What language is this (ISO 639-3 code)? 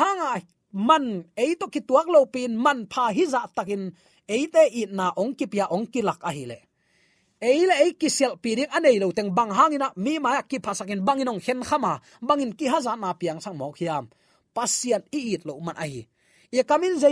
ctd